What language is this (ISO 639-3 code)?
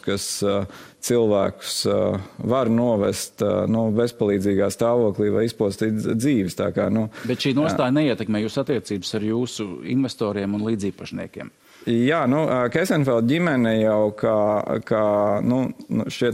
lav